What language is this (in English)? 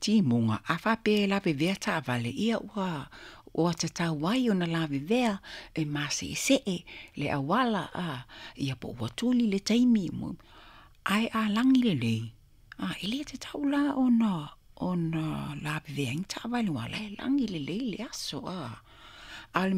Samoan